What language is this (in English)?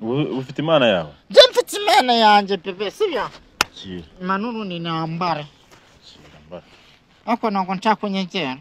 Kinyarwanda